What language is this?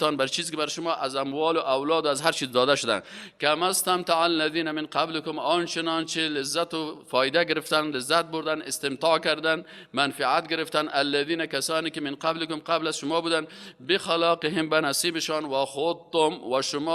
Persian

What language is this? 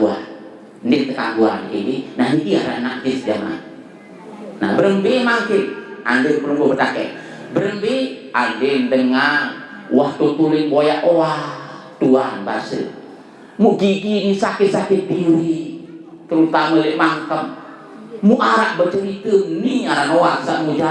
Sasak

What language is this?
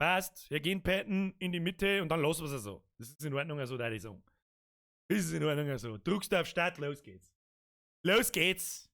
Bavarian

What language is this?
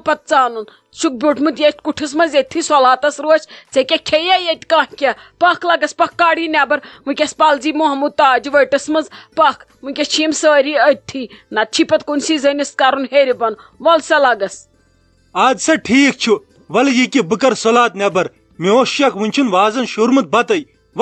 Kashmiri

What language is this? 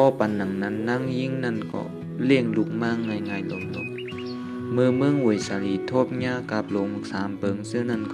Shan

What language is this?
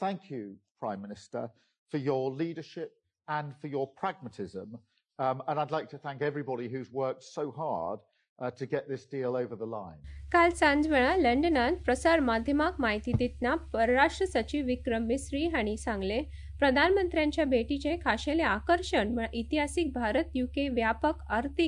Konkani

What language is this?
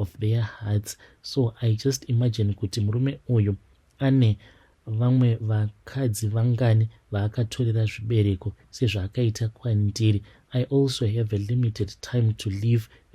Shona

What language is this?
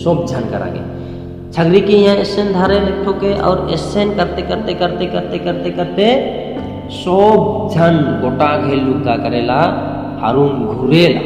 Sadri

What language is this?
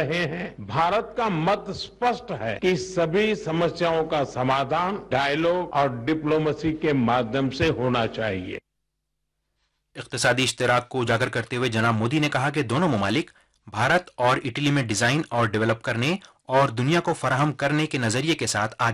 Urdu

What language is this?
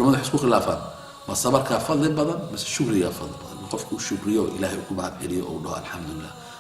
Somali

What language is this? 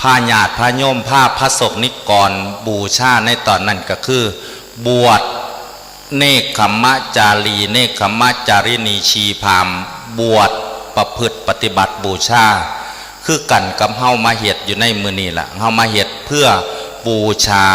Northeastern Thai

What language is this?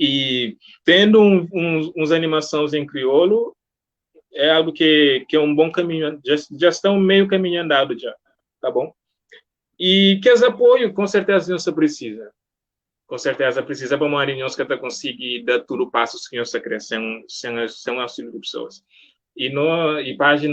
Kabuverdianu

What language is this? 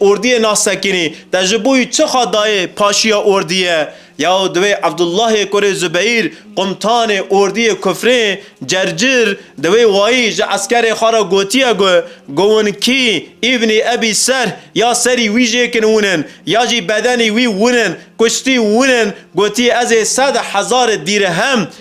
Kurdish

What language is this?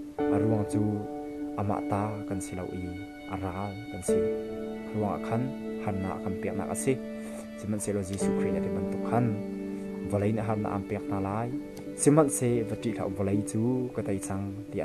Hakha Chin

